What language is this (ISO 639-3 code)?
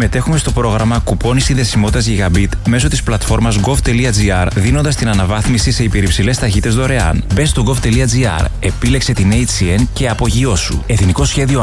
ell